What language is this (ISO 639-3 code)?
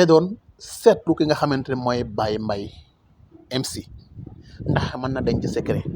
wol